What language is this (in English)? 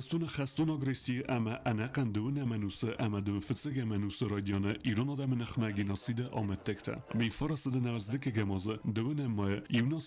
Ossetic